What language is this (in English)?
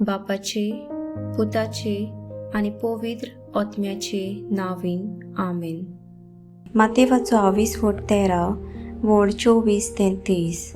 Konkani